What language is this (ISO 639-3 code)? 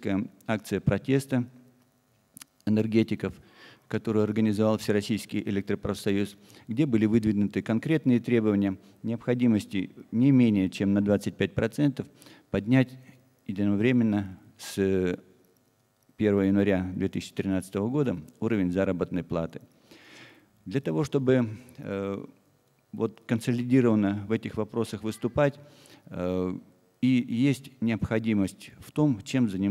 rus